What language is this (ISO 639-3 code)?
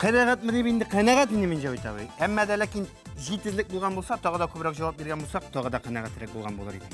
tat